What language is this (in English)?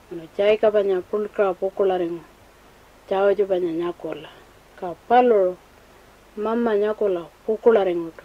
Pitjantjatjara